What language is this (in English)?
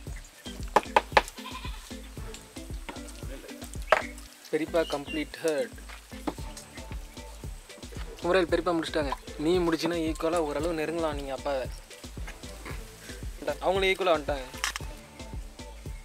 Tamil